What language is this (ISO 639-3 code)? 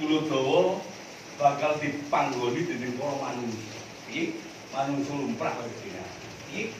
jav